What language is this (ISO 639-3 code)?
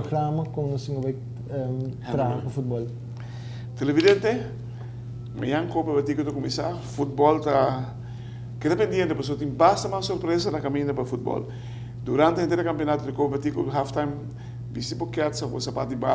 pap